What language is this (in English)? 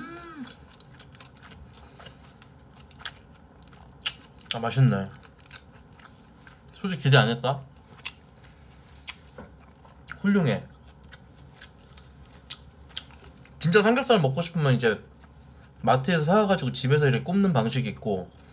Korean